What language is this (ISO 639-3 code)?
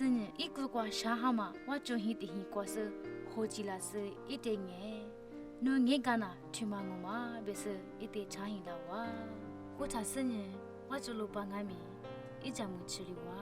lis